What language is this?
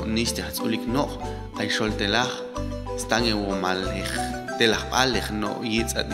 Popti'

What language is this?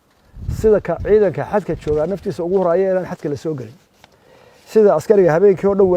Somali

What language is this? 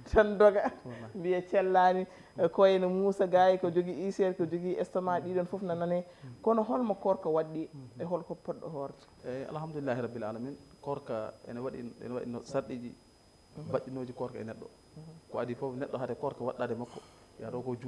Fula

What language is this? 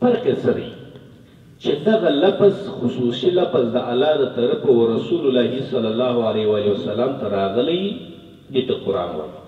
Pashto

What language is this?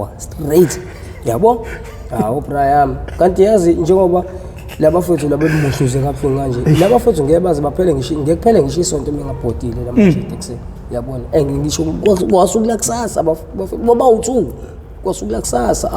Zulu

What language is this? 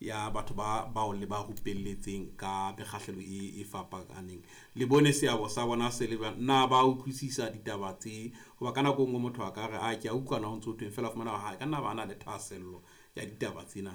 Southern Sotho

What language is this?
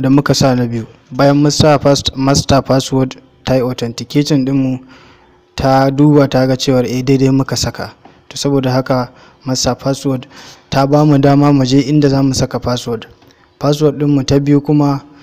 Hausa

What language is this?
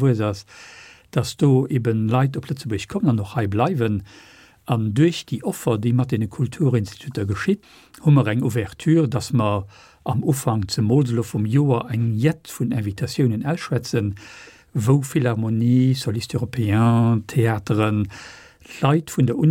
Luxembourgish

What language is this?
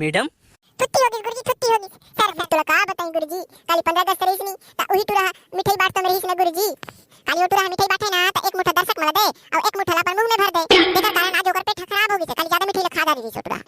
Chhattisgarhi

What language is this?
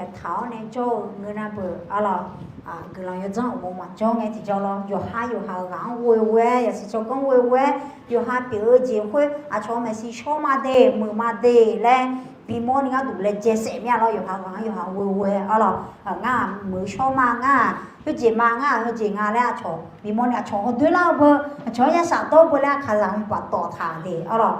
Akha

